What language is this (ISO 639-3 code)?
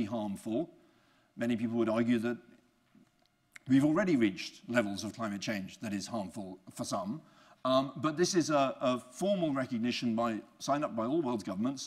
eng